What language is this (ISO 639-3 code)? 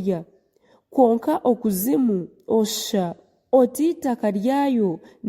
nyn